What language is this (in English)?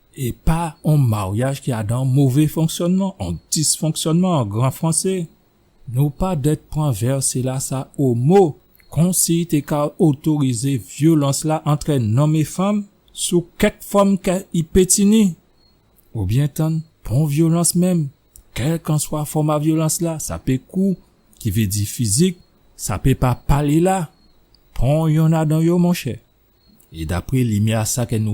Guadeloupean Creole French